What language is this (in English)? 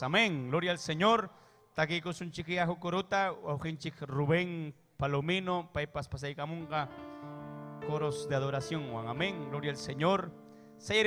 Ayacucho Quechua